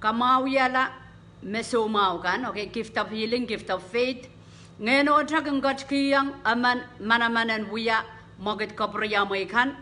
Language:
Pohnpeian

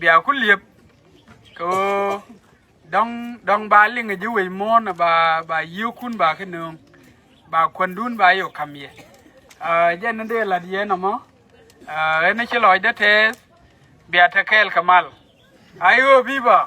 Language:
Nuer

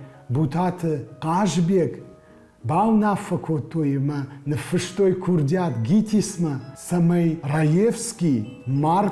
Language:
Ossetic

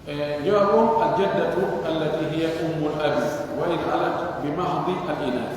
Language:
Pular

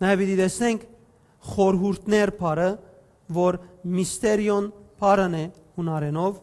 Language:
Western Armenian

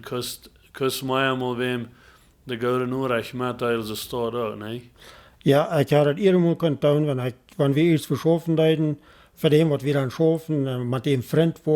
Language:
Plautdietsch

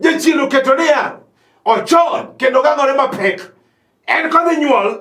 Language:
Luo (Kenya and Tanzania)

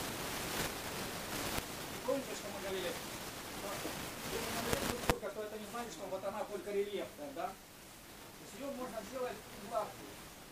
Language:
Russian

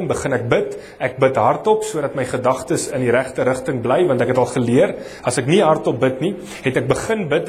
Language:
Afrikaans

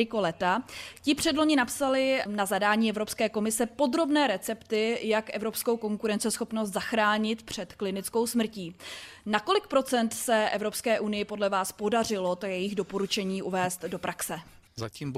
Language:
Czech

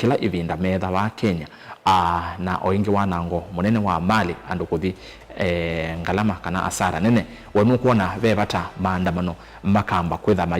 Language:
Kamba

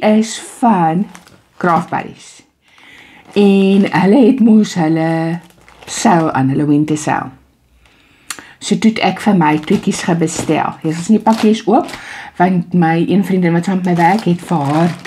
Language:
Afrikaans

